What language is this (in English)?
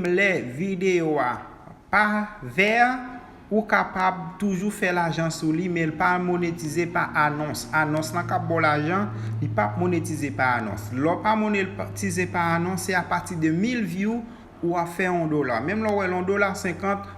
Haitian Creole